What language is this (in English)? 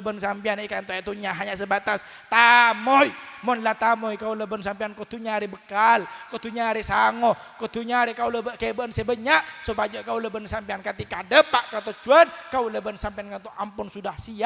Madurese